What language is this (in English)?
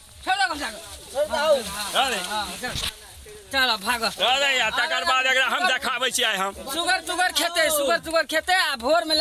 Maithili